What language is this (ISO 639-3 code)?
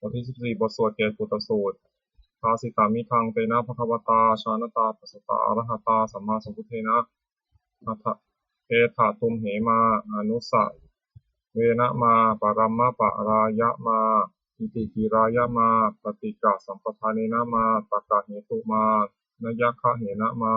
pli